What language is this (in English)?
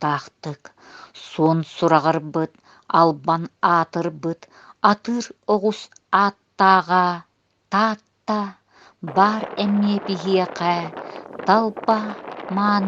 Yakut